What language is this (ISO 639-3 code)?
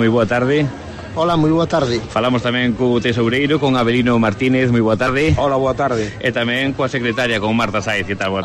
glg